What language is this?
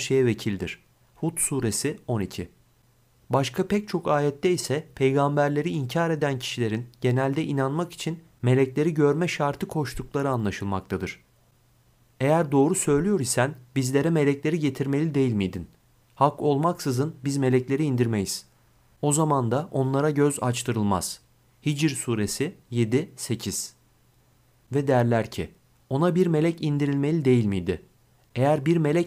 Turkish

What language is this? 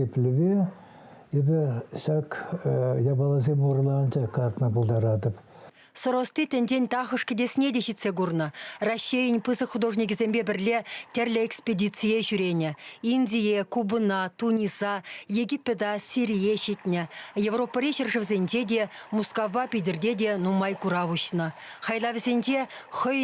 Chuvash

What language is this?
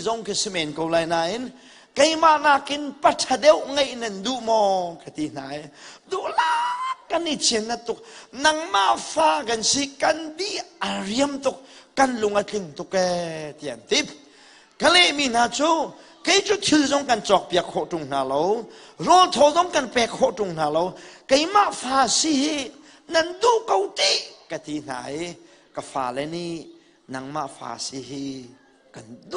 Hakha Chin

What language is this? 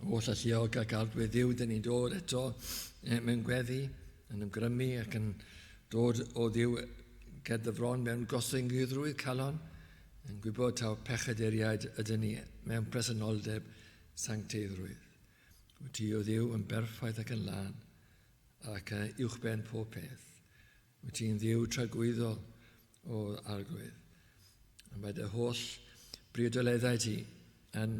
Welsh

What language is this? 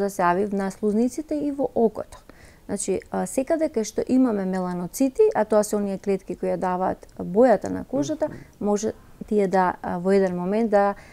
Macedonian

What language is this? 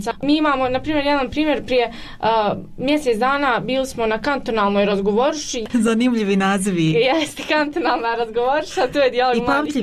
Bosnian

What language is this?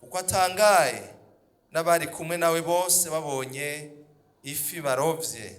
Rundi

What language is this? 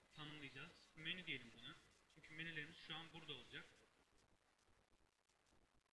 Turkish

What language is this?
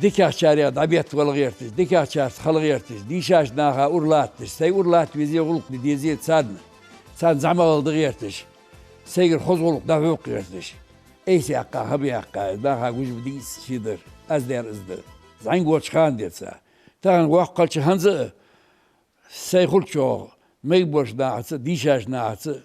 Ingush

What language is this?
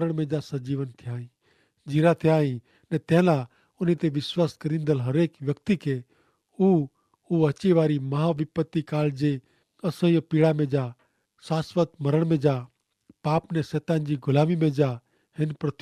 Kachhi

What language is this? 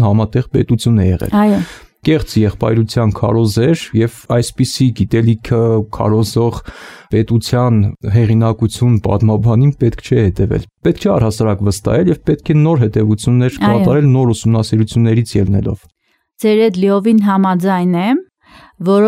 Armenian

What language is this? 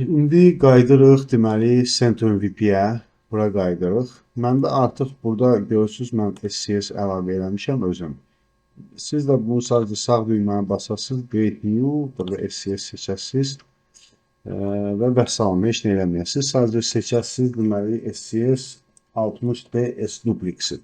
Azerbaijani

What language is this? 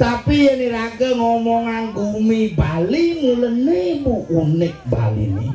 Balinese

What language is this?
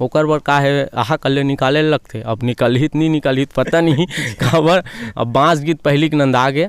Chhattisgarhi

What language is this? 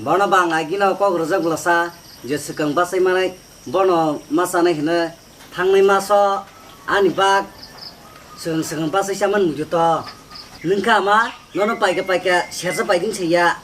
Kok Borok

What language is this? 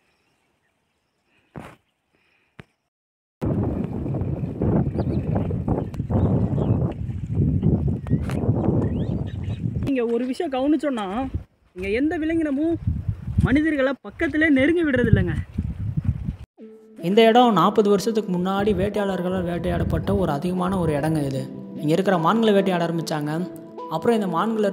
Tamil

